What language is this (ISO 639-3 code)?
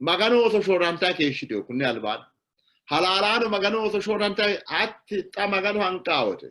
sid